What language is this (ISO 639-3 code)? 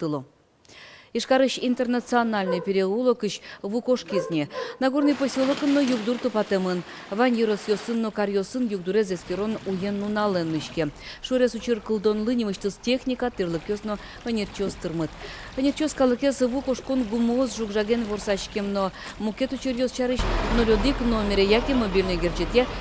udm